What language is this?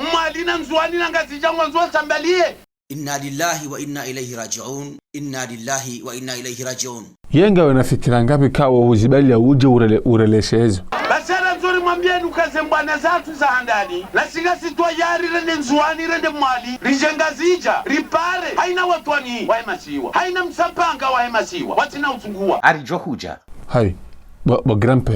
Ngazidja Comorian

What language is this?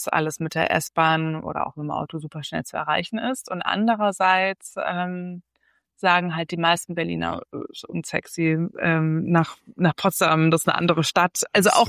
German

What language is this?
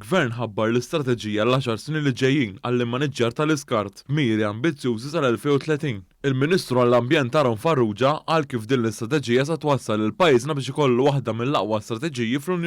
Maltese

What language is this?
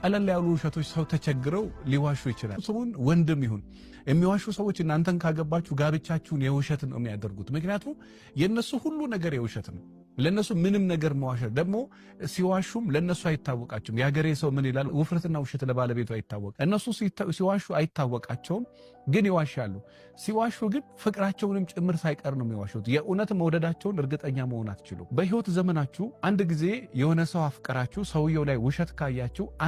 Amharic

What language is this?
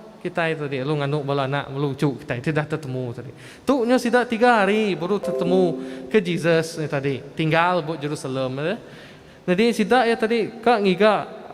Iban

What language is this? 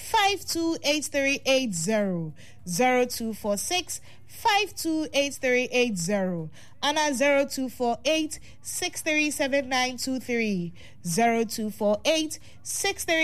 Akan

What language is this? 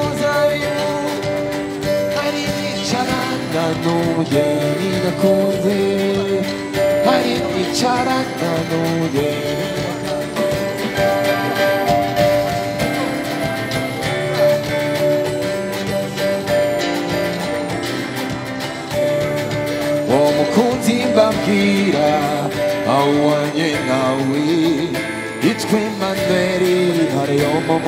Kinyarwanda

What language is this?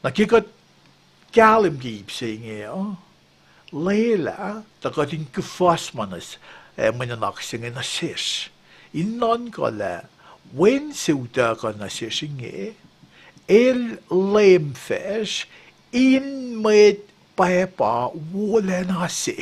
Kosraean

